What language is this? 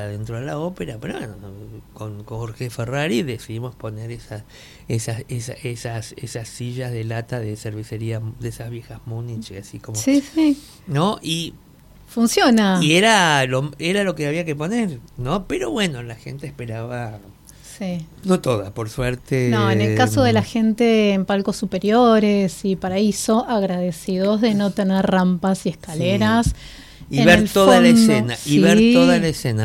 Spanish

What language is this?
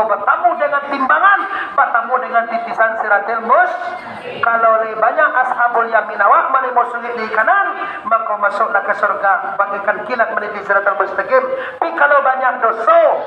Minangkabau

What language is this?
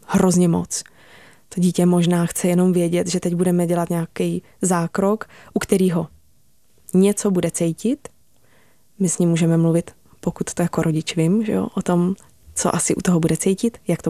Czech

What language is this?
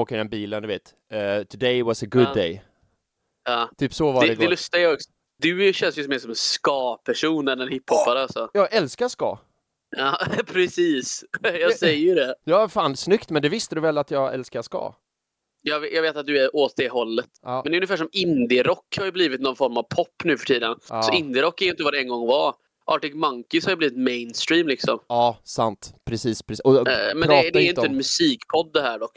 Swedish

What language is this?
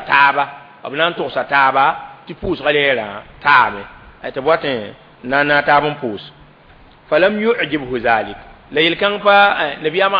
Mossi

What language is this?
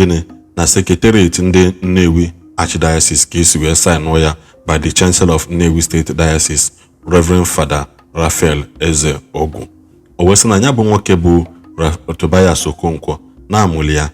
Igbo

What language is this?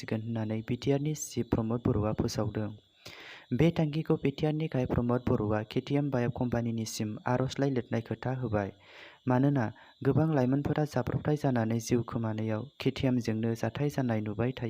Bodo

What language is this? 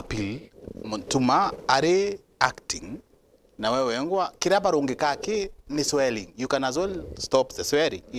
Meru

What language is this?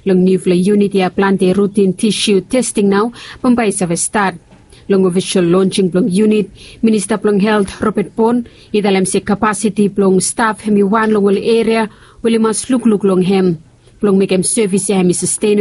Bislama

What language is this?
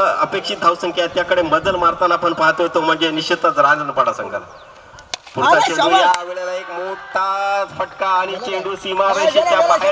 Marathi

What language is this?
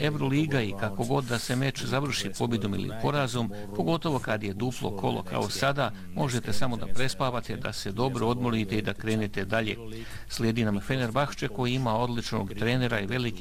Bosnian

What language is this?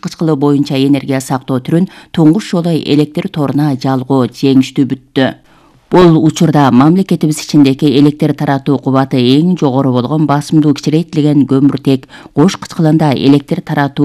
Kyrgyz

